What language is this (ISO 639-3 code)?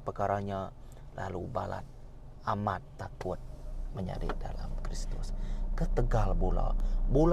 iba